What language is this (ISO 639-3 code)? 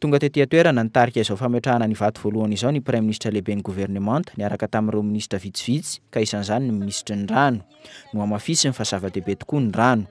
mlg